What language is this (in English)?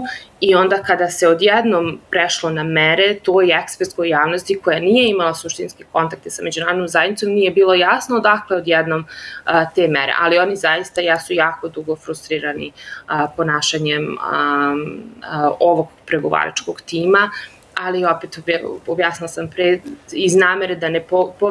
Serbian